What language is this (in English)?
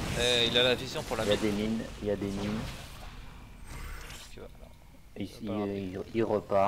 French